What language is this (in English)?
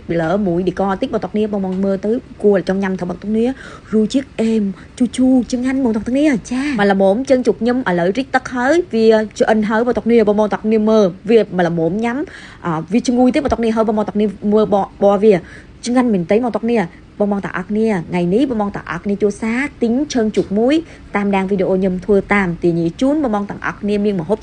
Khmer